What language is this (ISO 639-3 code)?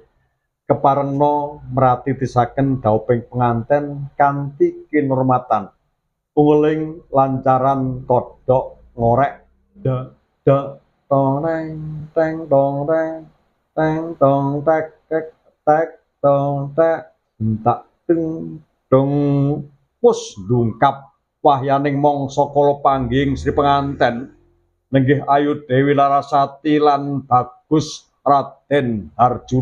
jav